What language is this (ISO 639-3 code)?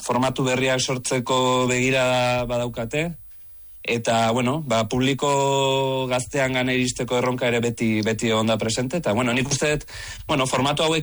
eus